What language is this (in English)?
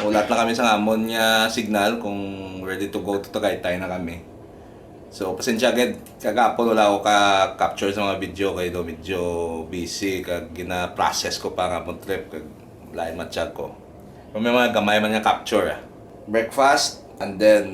Hiligaynon